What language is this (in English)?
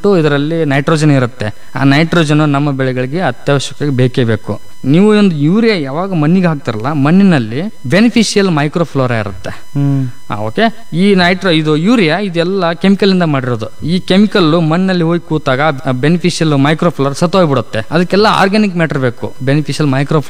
Kannada